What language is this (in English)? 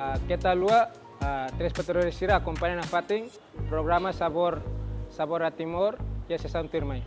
Tetum